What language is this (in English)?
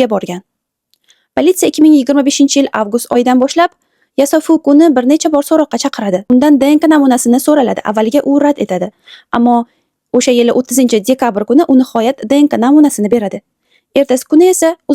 Uzbek